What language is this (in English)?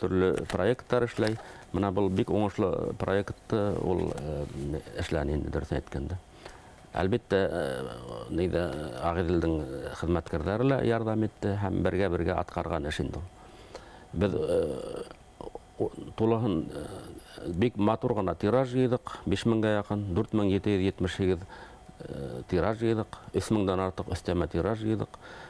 Bashkir